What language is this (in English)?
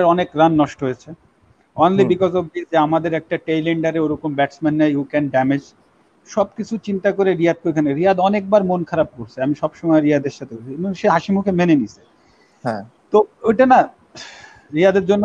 Bangla